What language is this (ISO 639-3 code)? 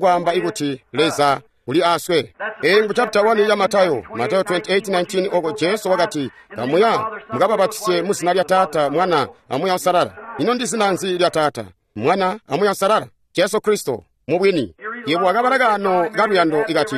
toi